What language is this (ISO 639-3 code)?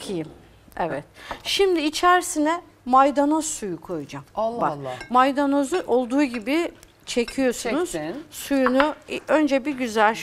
tur